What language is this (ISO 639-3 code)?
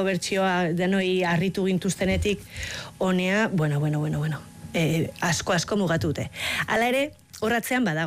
eus